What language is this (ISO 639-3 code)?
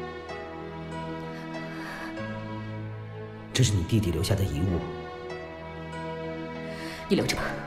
zho